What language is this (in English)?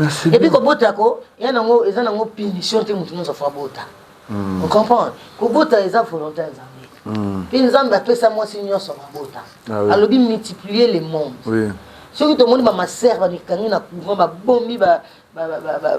Lingala